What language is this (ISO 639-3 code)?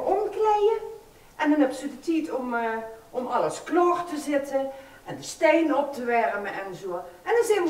lim